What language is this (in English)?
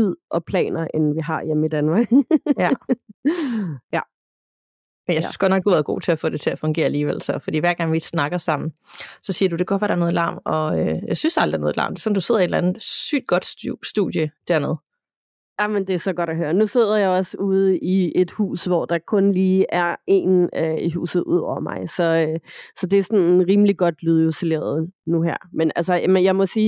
Danish